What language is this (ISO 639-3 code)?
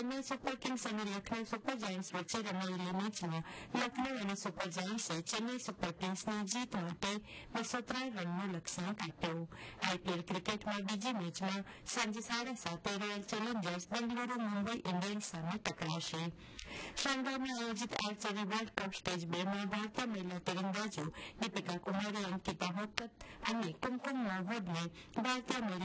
guj